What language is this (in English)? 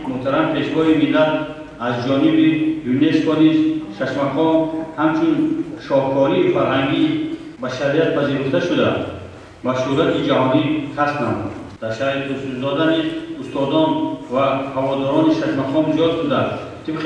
Tajik